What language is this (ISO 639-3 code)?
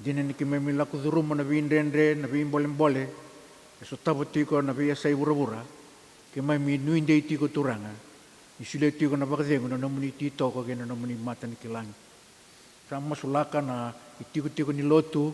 fij